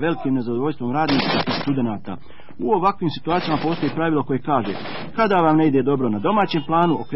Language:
Bosnian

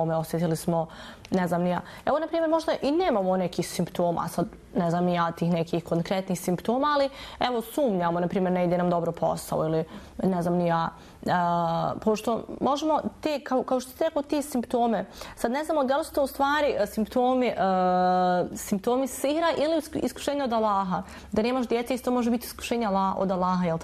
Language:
Bosnian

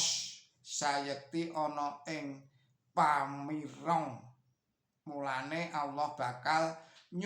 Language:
Javanese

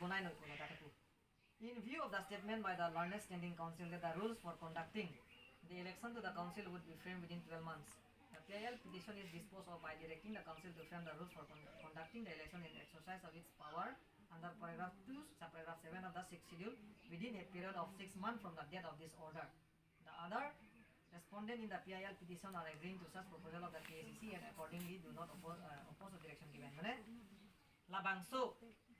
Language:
Karbi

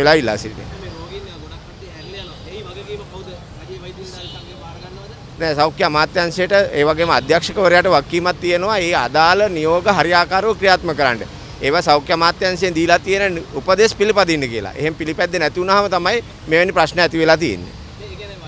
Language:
Sinhala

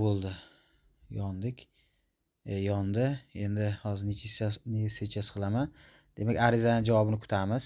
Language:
Uzbek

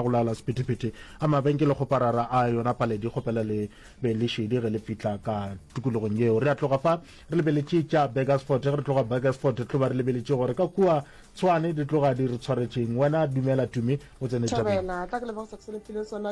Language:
Northern Sotho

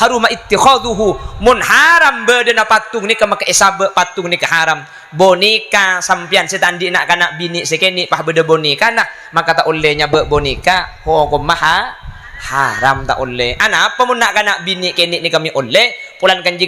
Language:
Madurese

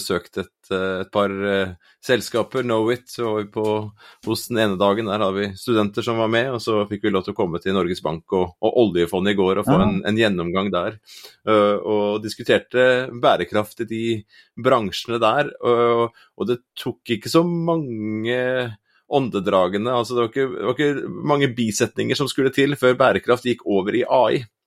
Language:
Norwegian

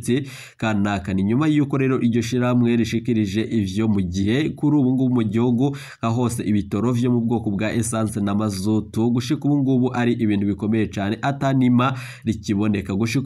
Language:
Rundi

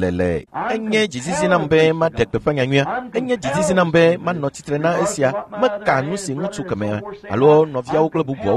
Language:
Ewe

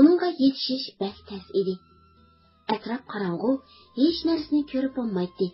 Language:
Uyghur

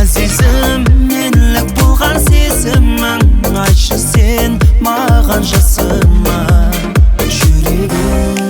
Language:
Kara-Kalpak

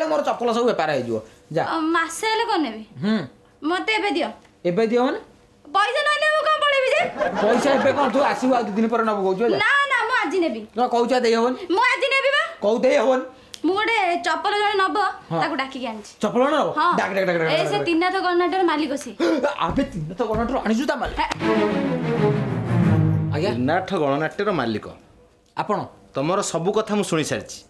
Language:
Odia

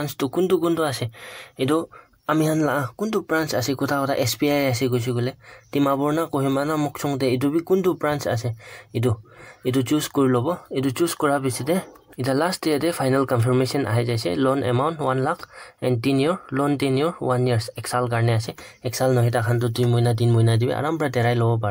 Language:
Naga Pidgin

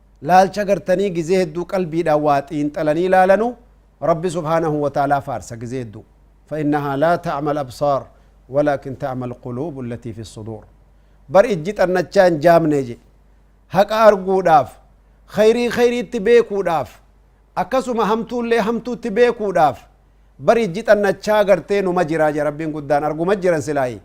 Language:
Oromo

